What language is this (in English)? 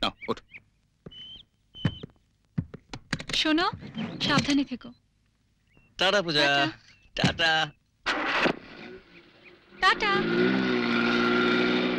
Bangla